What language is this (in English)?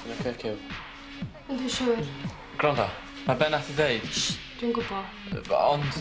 Welsh